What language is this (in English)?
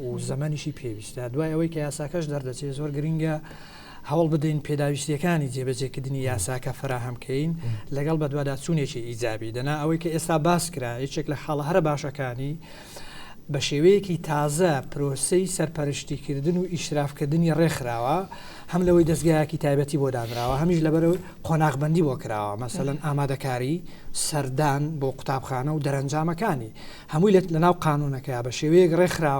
Central Kurdish